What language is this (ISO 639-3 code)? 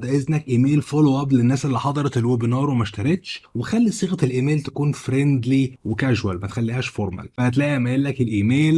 arz